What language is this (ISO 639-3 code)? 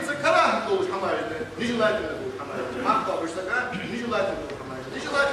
inh